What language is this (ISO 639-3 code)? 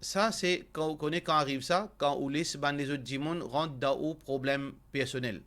mfe